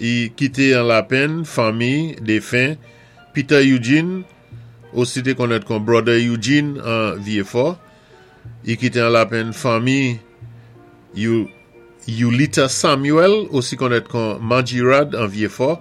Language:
Saint Lucian Creole French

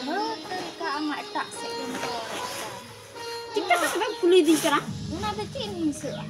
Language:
Santali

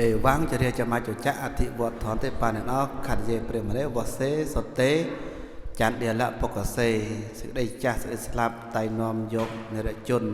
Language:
Khmer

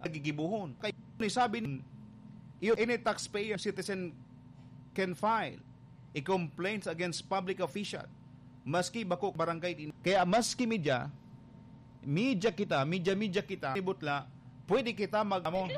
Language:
Bikol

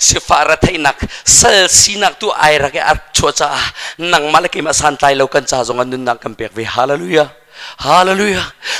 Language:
Hakha Chin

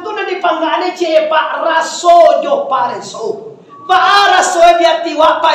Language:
Minangkabau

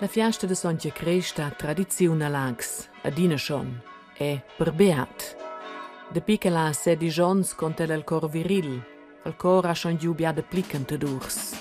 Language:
Romansh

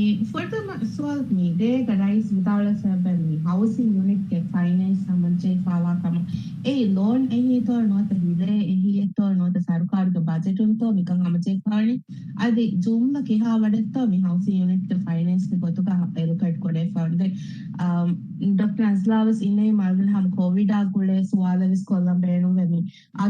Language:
Divehi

